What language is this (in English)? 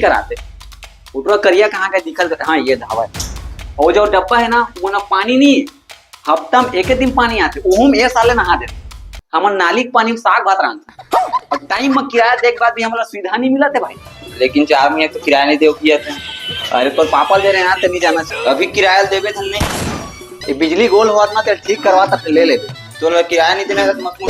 Chhattisgarhi